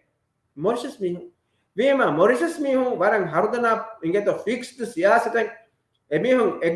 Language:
Divehi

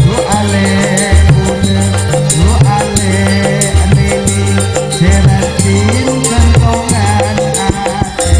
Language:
Madurese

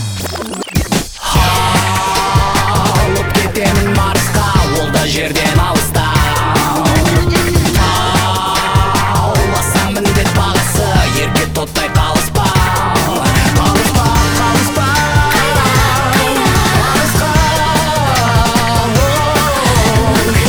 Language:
Kazakh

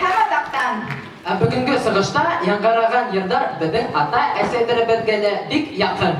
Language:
Bashkir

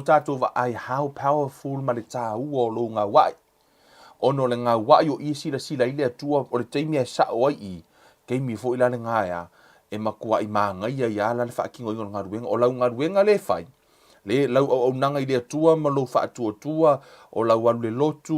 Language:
Samoan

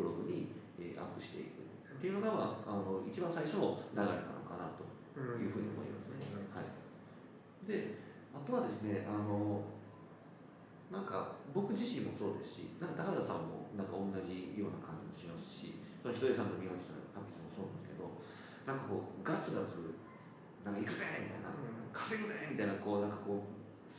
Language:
Japanese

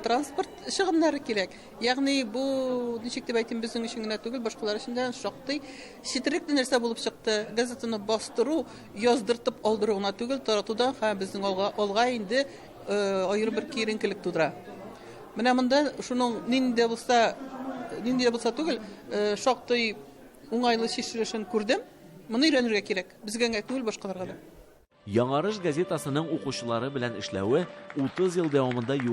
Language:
Tatar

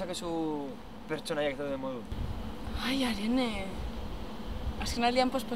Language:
Basque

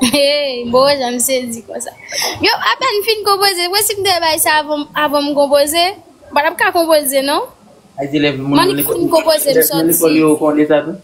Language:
Haitian Creole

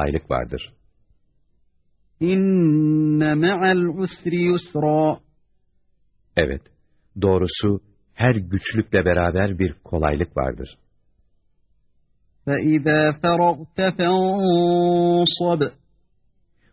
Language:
Turkish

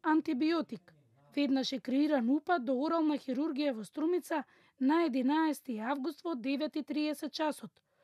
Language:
Macedonian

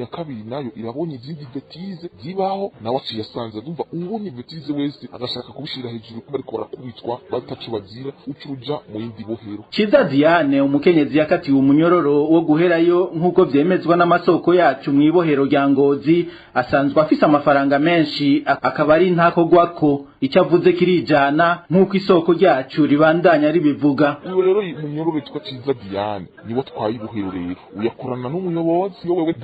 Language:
Rundi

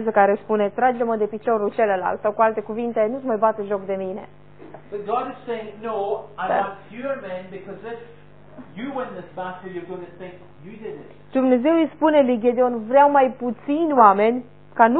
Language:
Romanian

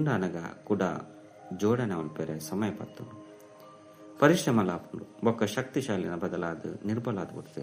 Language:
Tulu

